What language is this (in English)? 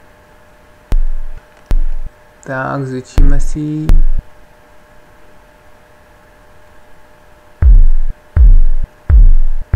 Czech